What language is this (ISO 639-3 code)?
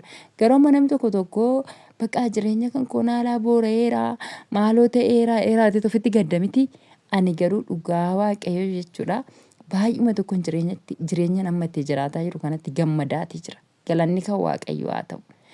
orm